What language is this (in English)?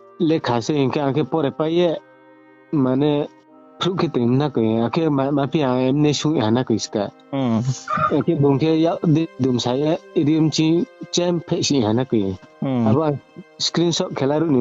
Riang (India)